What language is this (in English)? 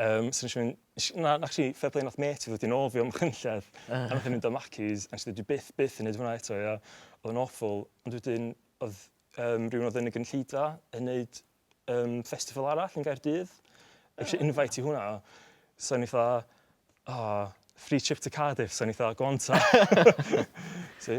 Welsh